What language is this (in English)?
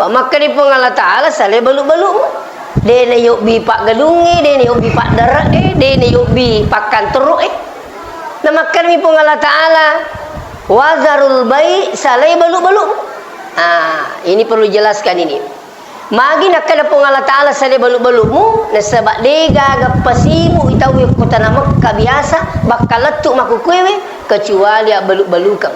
Buginese